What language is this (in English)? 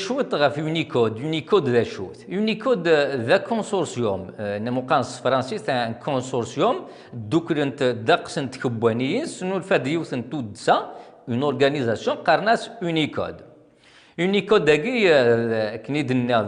Kabyle